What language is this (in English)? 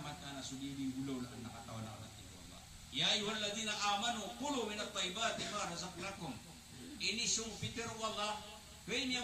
Maranao